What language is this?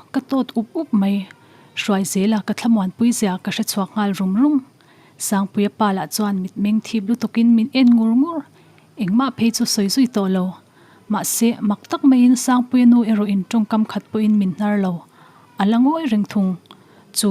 Mizo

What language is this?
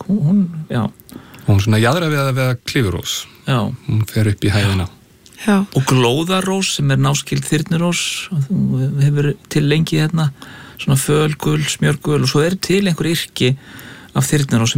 Icelandic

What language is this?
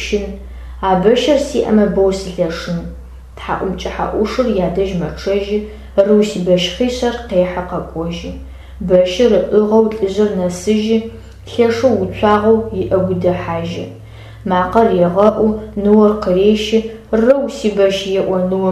Adyghe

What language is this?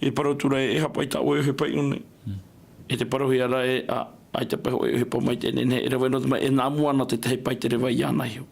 Tahitian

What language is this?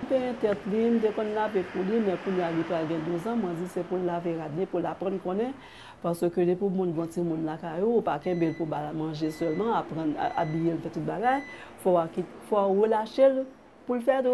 Haitian Creole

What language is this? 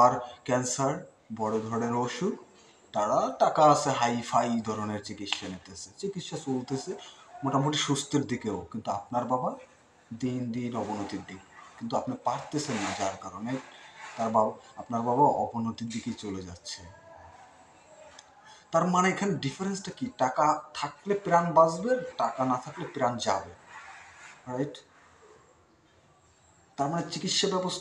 Bangla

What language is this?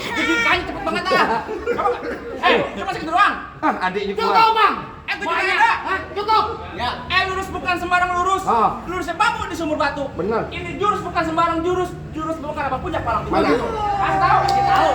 Betawi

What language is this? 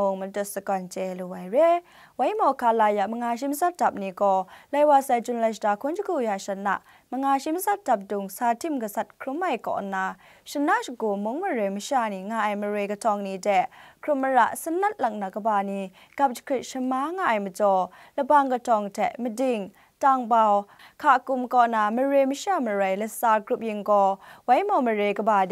Kachin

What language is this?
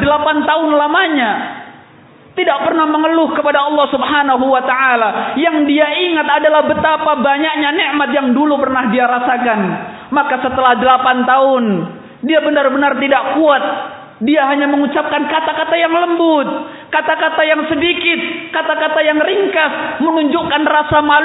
Indonesian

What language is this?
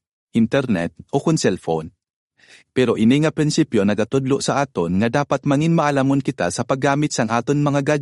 Hiligaynon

